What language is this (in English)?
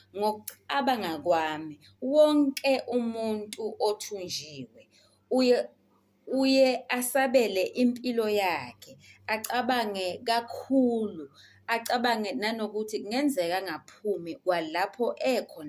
Zulu